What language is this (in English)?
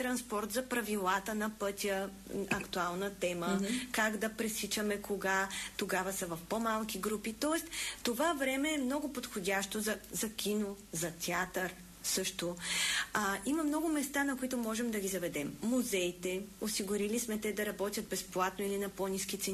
Bulgarian